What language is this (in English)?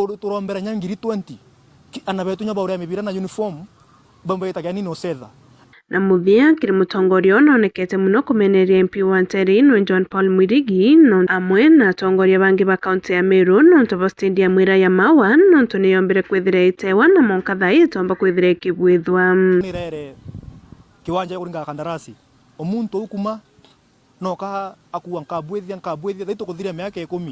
Meru